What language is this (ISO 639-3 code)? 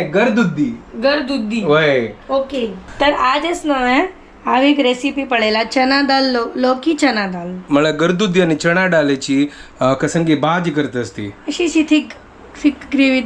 kok